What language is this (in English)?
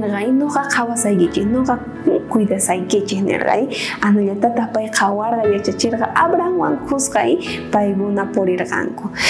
South Bolivian Quechua